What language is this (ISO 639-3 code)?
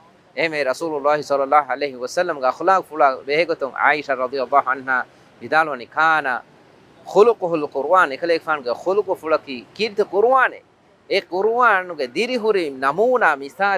div